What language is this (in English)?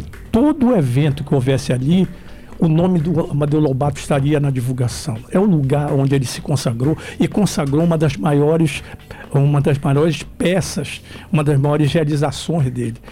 Portuguese